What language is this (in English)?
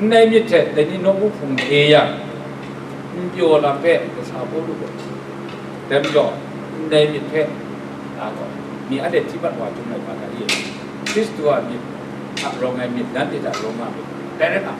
Kachin